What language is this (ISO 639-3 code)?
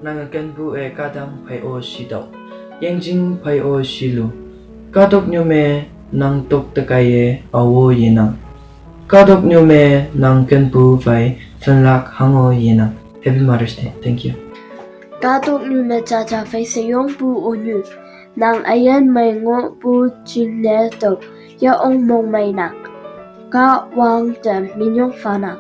nbe